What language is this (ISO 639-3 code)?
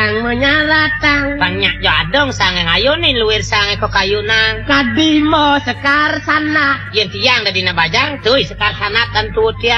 ban